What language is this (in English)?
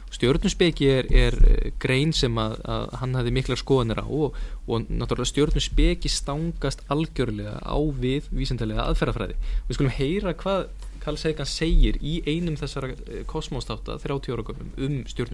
Icelandic